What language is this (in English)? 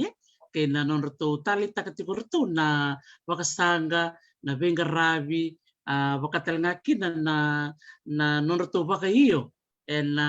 Fijian